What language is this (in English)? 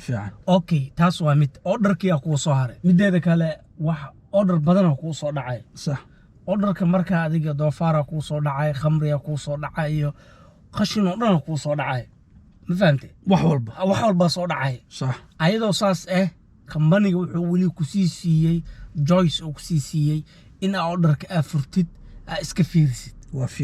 Somali